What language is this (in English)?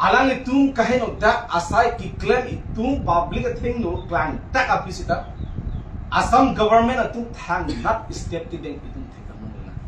Karbi